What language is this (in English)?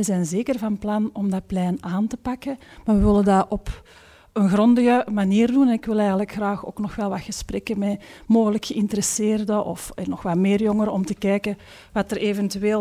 Dutch